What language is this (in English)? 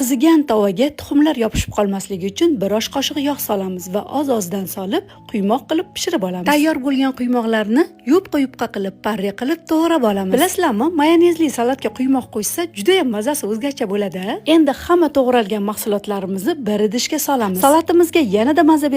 Uzbek